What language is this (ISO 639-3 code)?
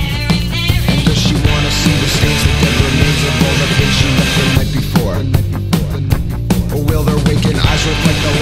eng